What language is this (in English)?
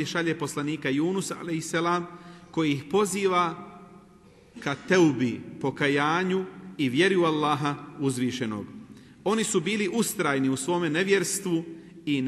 Bosnian